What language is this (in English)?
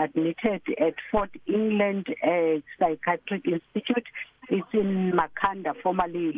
English